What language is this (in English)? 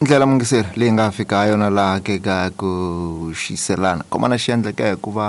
Tsonga